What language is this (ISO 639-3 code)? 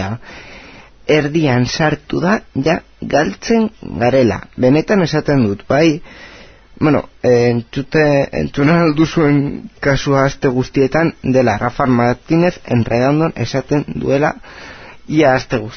eus